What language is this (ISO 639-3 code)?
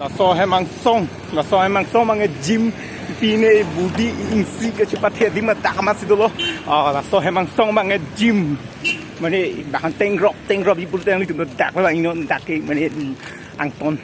mjw